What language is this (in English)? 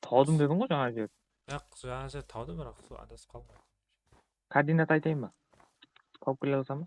Kara-Kalpak